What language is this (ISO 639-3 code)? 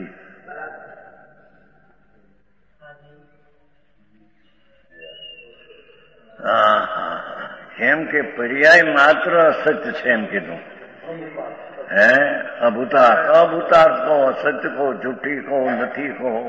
guj